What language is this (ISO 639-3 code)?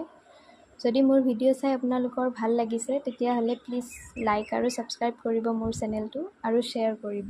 asm